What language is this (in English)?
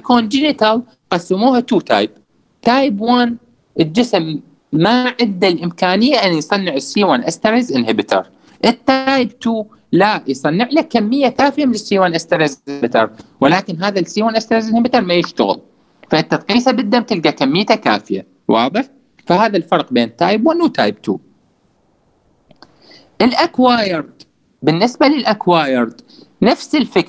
Mesopotamian Arabic